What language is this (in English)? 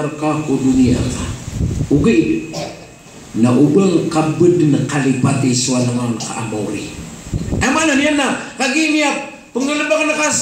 Maranao